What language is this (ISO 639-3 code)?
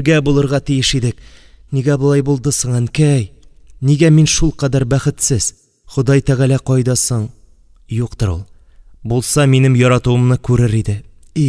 tat